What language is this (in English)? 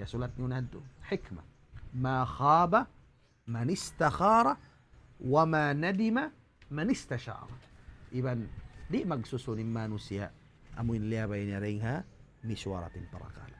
Tausug